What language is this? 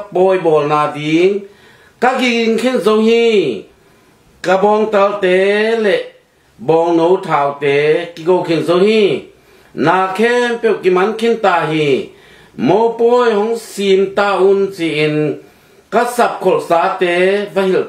Tedim Chin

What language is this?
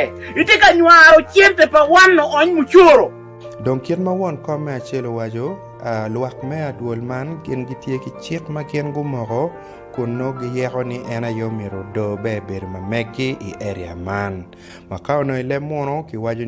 Acoli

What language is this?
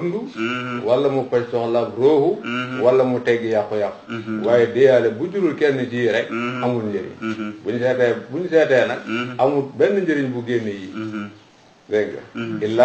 Wolof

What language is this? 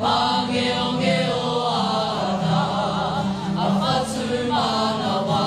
Māori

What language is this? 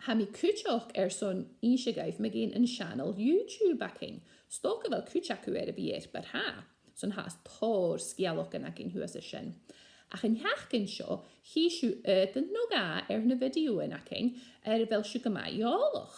Scottish Gaelic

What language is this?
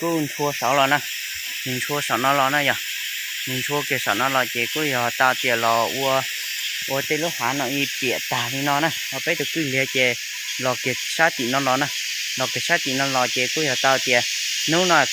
Hmong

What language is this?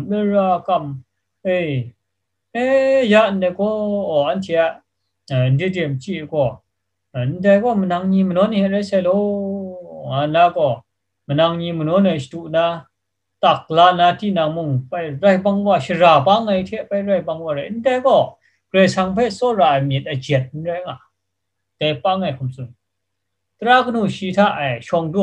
Kachin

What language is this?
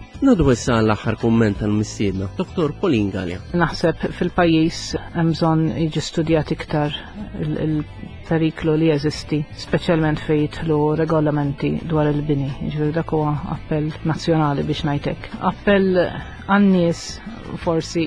Maltese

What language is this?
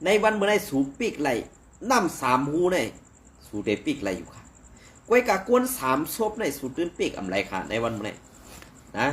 Shan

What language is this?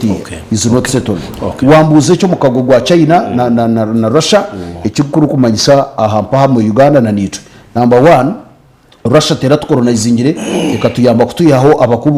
Nyankole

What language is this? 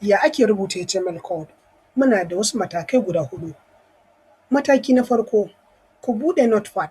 Hausa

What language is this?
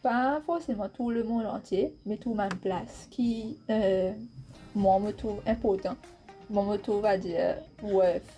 Morisyen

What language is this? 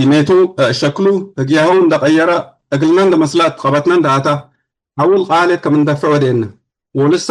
Tigre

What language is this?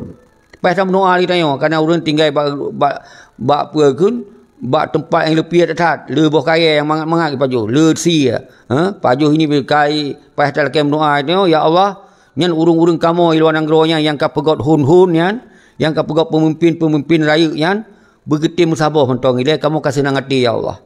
Achinese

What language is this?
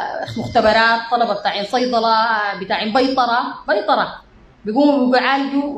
Sudanese Arabic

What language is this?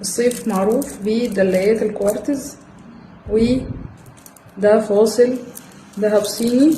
Egyptian Arabic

